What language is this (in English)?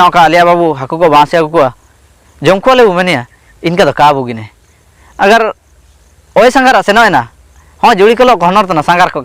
Ho